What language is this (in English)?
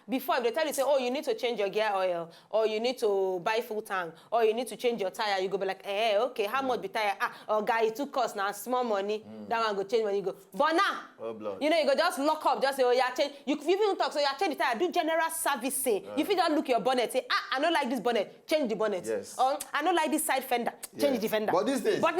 Nigerian Pidgin